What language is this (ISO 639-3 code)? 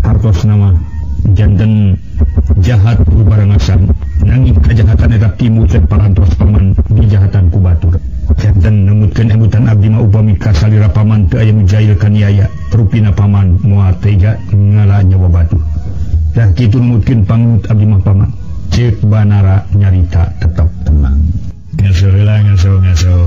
sun